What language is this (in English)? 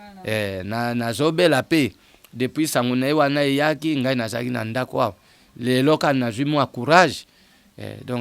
Lingala